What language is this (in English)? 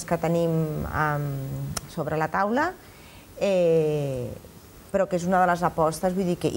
Catalan